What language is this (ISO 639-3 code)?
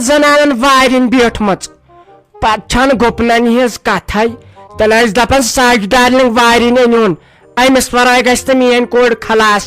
kas